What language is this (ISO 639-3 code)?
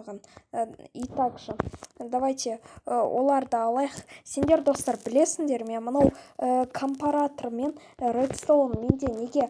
kaz